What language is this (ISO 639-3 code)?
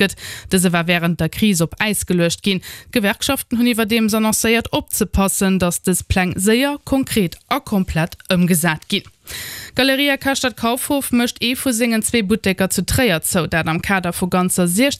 ltz